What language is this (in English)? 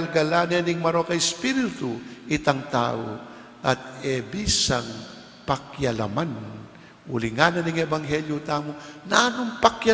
Pampanga